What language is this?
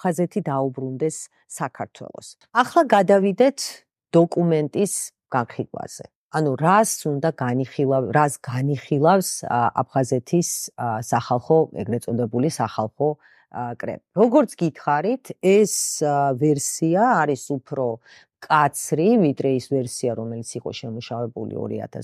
Georgian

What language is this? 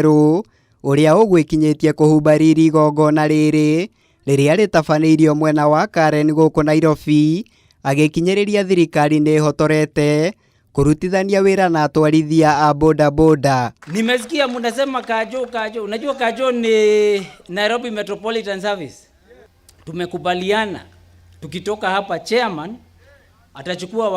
Kikuyu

